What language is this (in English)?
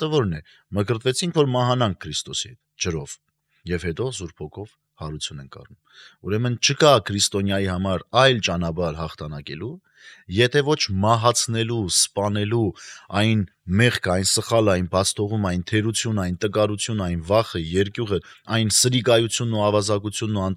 Armenian